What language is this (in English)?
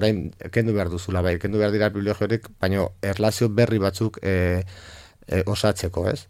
Basque